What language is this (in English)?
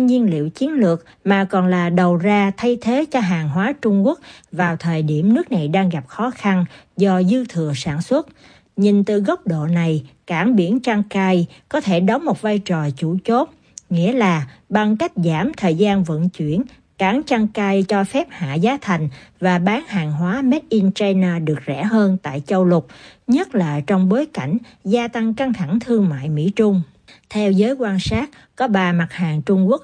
Vietnamese